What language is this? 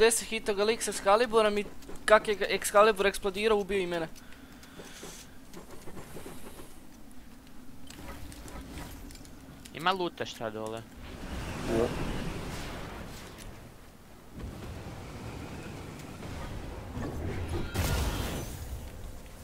Croatian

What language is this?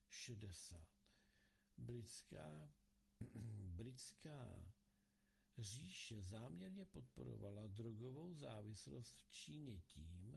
Czech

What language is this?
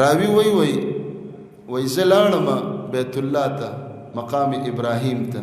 Pashto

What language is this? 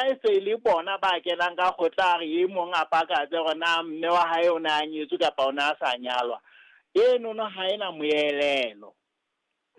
Southern Sotho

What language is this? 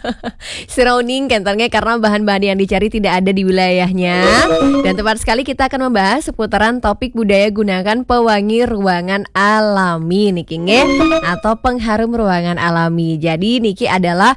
Balinese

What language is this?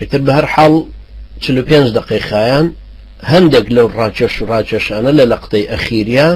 Central Kurdish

